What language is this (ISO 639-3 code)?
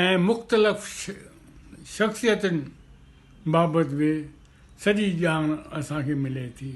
snd